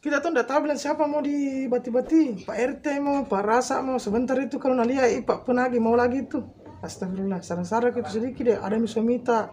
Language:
Makassar Malay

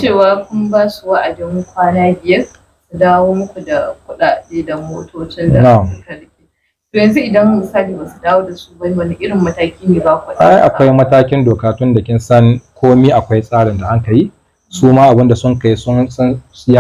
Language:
Hausa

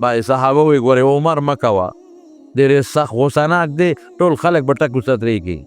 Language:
Pashto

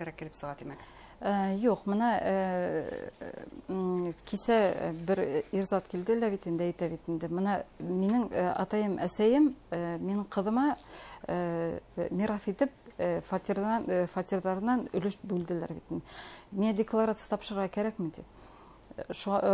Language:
Bashkir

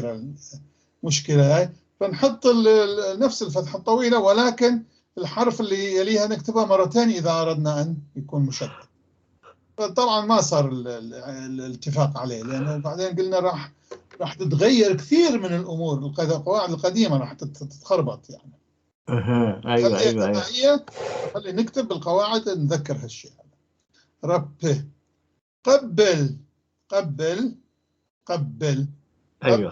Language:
North Levantine Arabic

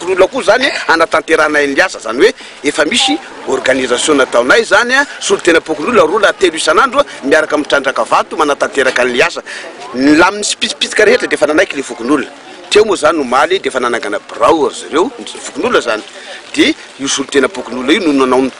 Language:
Malagasy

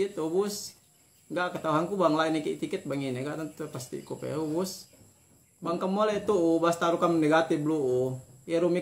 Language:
Yakan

